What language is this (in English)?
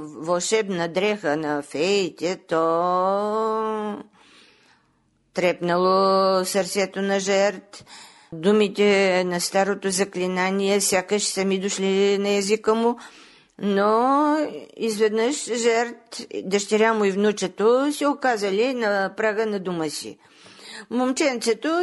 Bulgarian